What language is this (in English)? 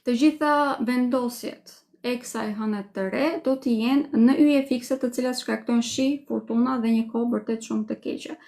Albanian